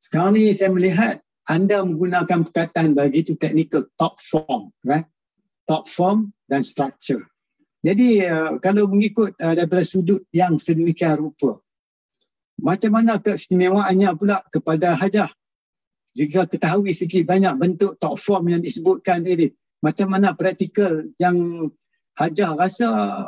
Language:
Malay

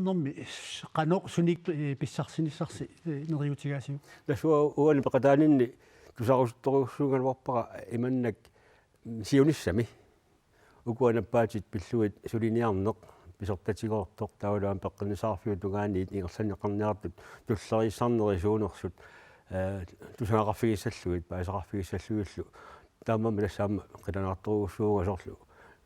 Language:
Kalaallisut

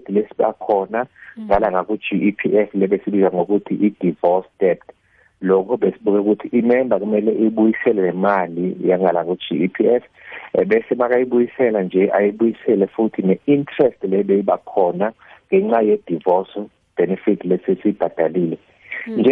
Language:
South Ndebele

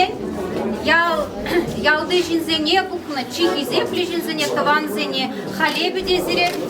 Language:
Chuvash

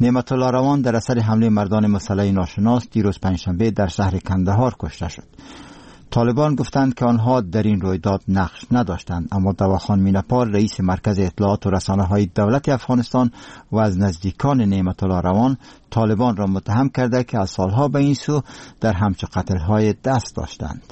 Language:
Persian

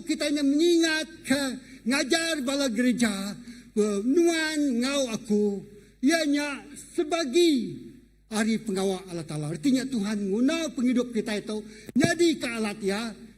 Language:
Iban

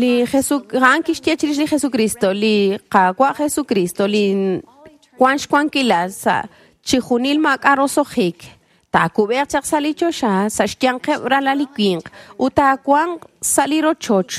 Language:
Kekchí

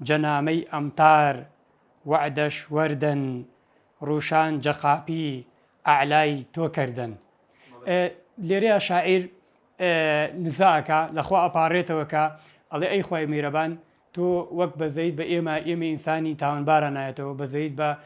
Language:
Central Kurdish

